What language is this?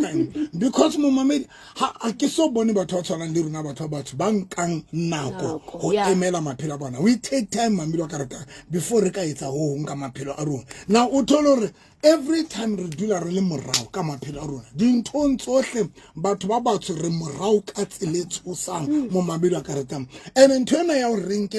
Southern Sotho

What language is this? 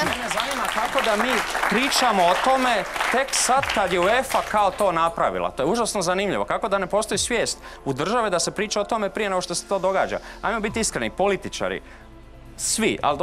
Croatian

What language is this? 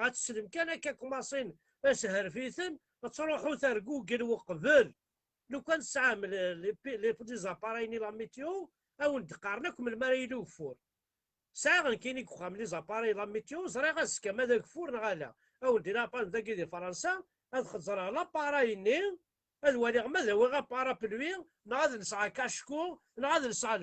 Kabyle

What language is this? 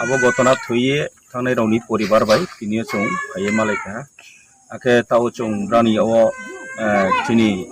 Riang (India)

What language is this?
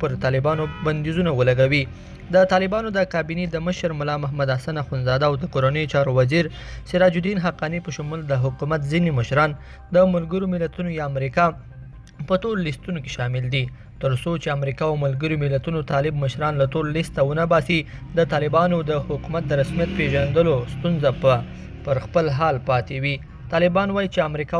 Pashto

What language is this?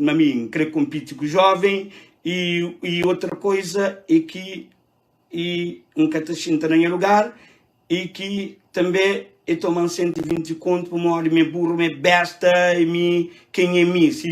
Kabuverdianu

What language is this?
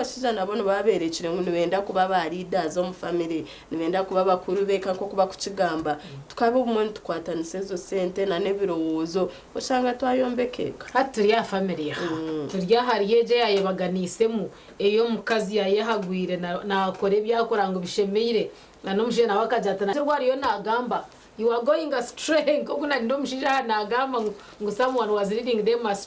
Nyankole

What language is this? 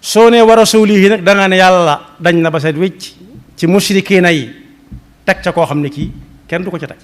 Wolof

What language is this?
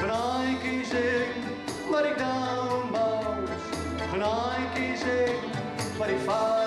Gronings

